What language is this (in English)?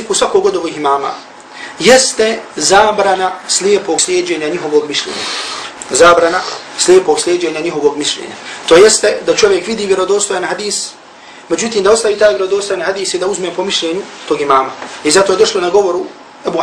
Bosnian